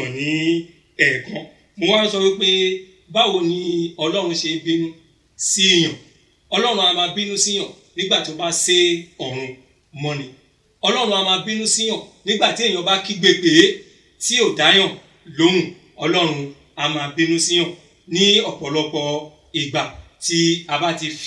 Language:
Yoruba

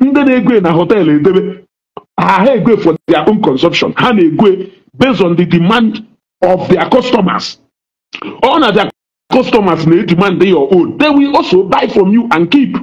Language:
Igbo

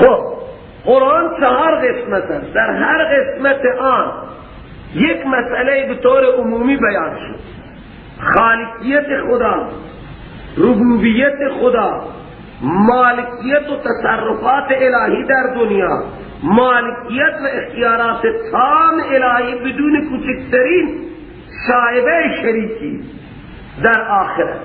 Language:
Persian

